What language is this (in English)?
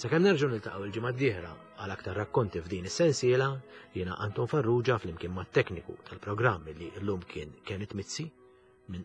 Maltese